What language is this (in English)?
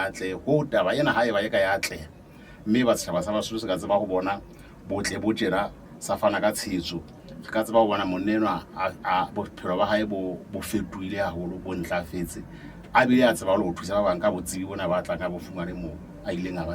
Southern Sotho